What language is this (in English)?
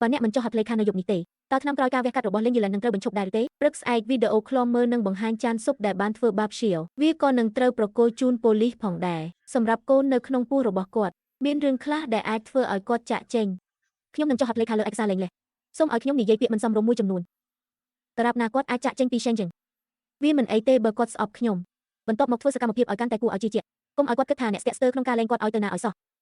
Khmer